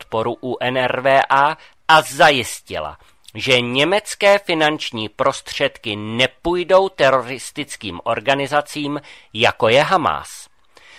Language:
Czech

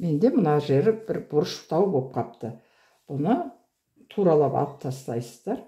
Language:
Kazakh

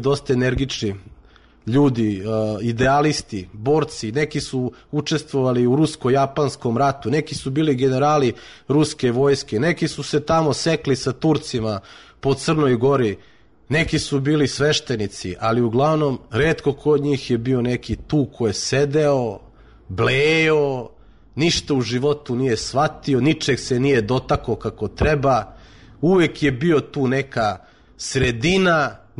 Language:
Serbian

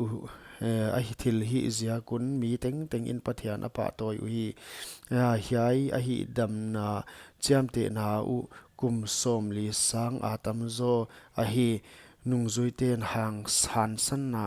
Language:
Paite Chin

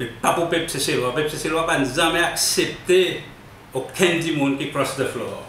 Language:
Seselwa Creole French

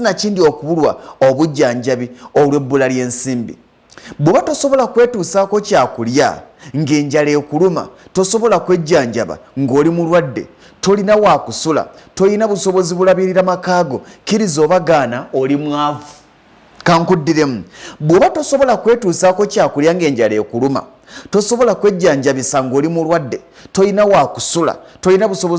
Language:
Ganda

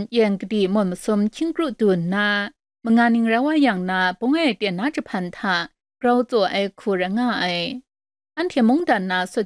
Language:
Kachin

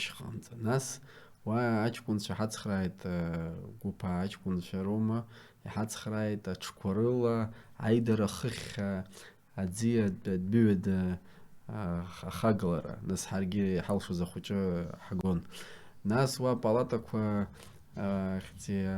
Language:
Abkhazian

